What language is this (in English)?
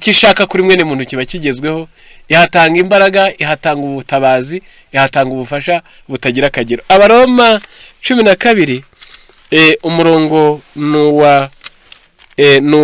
Kinyarwanda